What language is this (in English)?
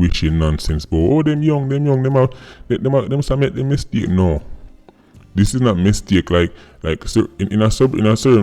Jamaican Creole English